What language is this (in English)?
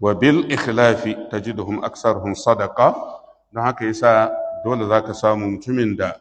Hausa